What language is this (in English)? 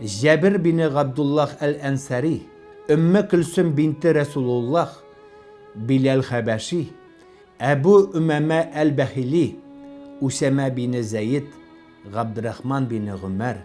Tatar